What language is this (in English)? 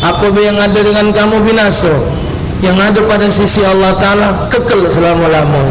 Musi